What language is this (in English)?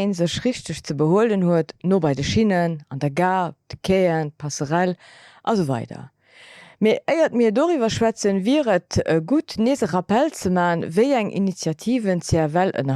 Luxembourgish